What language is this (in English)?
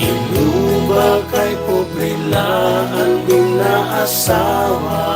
Waray